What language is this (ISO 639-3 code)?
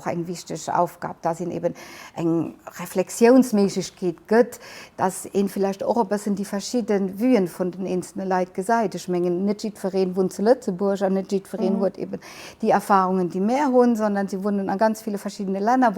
ltz